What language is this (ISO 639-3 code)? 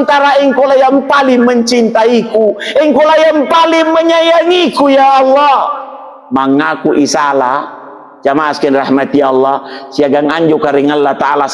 mak